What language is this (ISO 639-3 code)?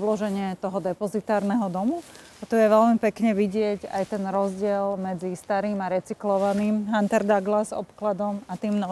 slk